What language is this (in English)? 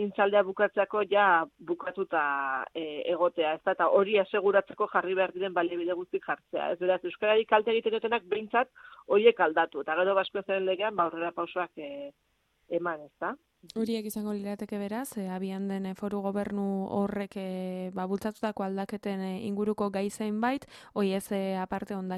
Basque